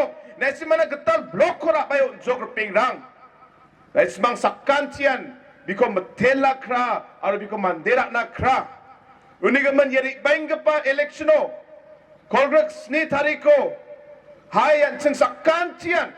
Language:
Garo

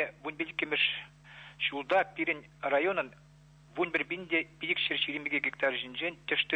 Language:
Chuvash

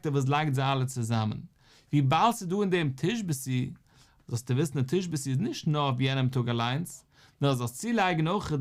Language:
Yiddish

